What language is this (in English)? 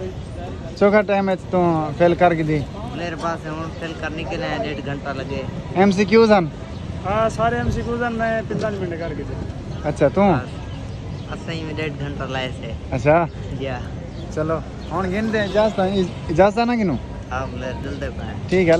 Saraiki